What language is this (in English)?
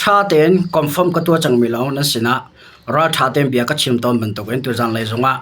Hakha Chin